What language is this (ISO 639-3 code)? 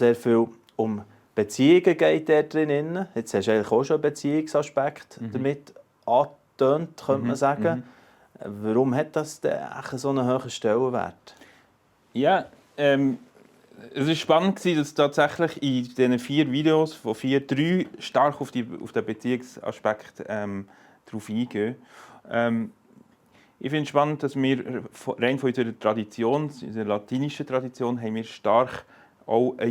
gsw